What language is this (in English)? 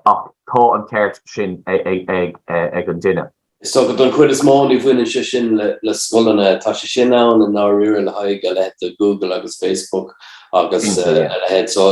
Irish